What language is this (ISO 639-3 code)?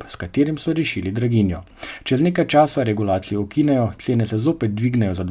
slv